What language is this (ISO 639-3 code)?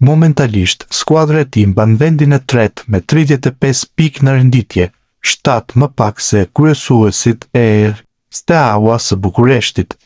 sqi